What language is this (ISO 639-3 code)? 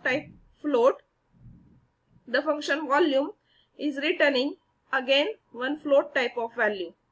eng